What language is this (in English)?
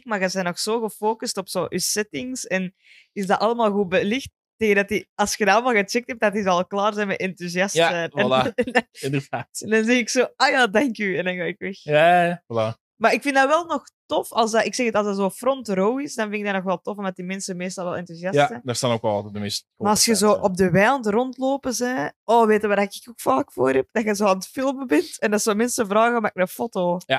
Dutch